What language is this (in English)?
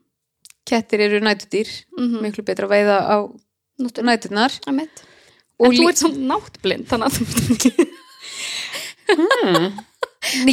Icelandic